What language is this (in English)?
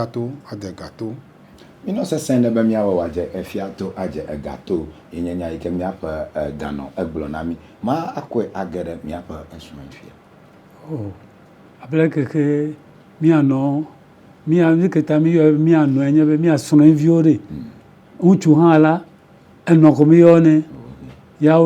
Ewe